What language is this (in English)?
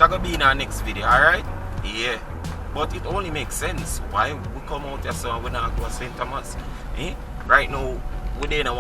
Jamaican Creole English